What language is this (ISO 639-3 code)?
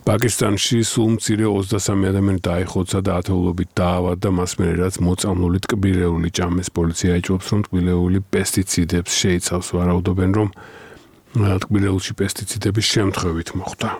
kat